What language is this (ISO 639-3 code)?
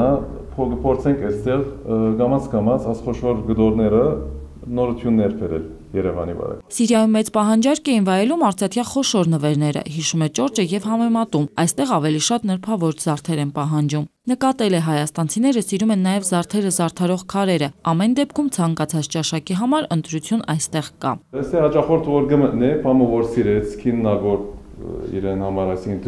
hye